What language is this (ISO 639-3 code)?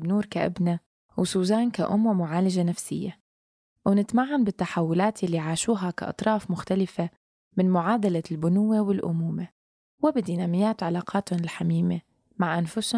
apc